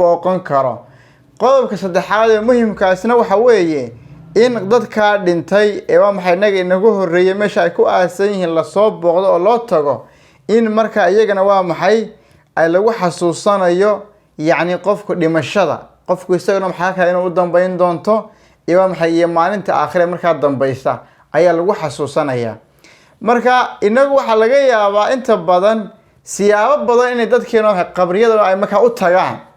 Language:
Somali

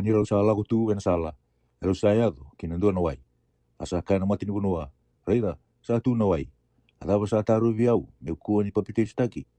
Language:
Fijian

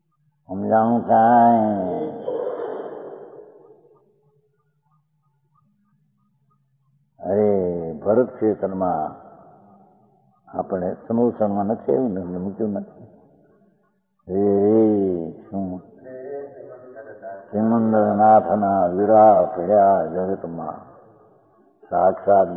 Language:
Gujarati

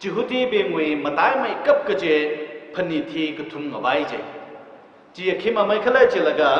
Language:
Tangkhul Naga (India)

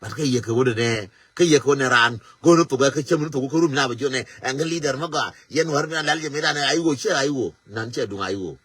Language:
Nuer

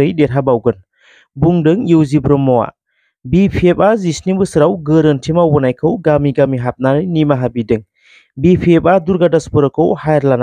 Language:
Bodo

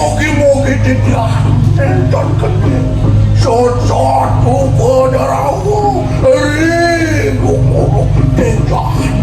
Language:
Balinese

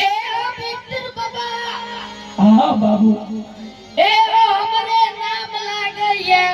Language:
Angika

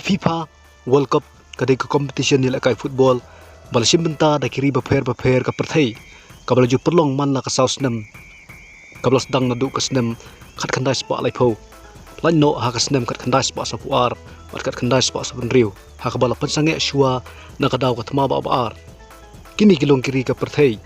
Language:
Khasi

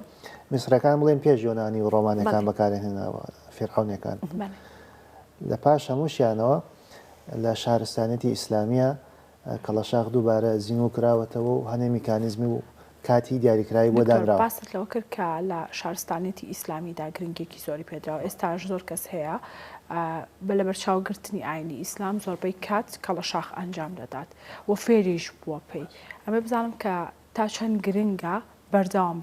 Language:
Central Kurdish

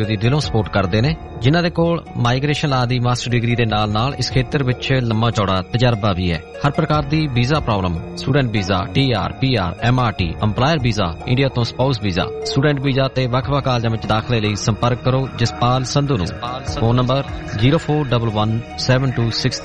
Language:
Punjabi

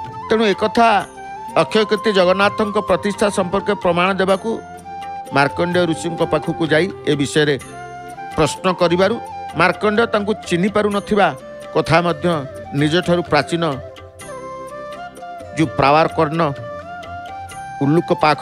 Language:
Odia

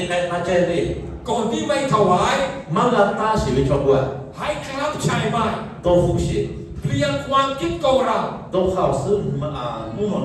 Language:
Lahu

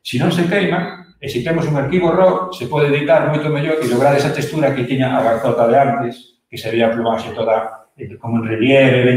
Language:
Galician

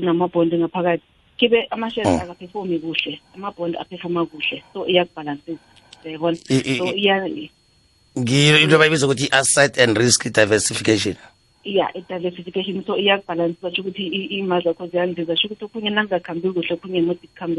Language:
South Ndebele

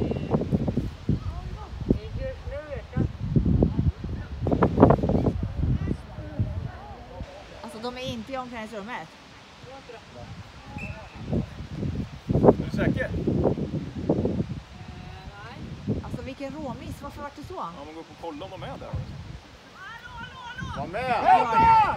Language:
Swedish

